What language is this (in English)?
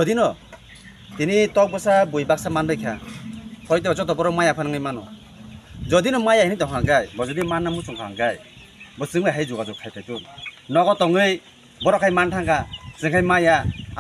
Kok Borok